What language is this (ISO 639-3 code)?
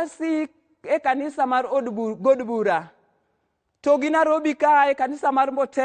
luo